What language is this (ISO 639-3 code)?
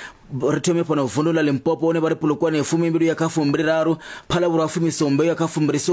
ven